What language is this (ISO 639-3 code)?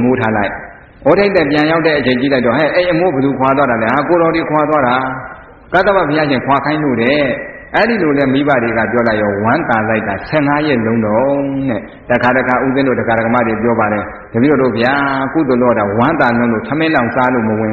mya